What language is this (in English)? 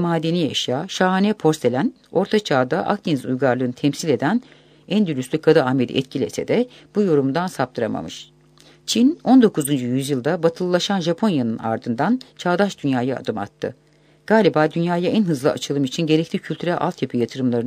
Turkish